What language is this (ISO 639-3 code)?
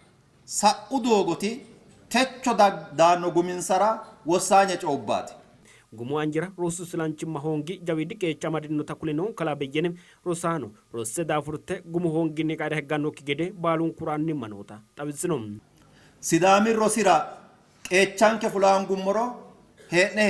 sid